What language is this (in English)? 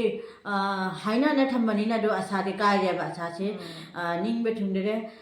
Manipuri